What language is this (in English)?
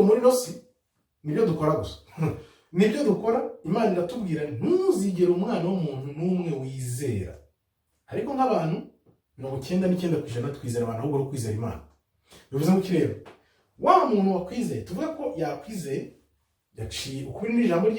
Kinyarwanda